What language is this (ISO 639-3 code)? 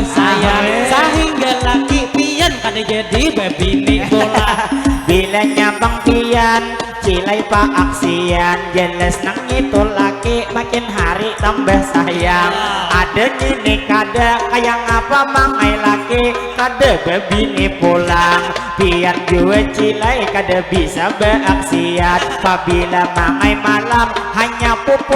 bjn